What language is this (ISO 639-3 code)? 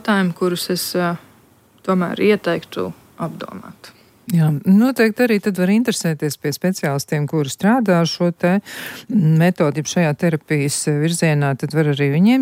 lav